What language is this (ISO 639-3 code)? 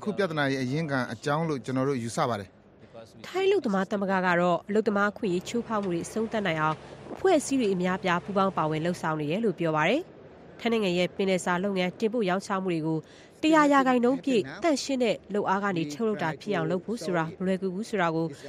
mya